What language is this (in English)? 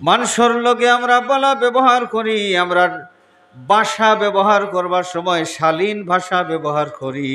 Sylheti